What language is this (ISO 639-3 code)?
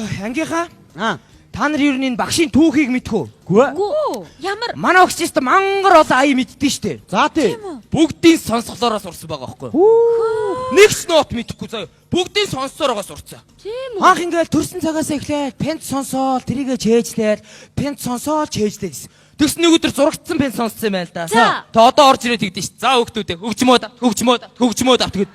mon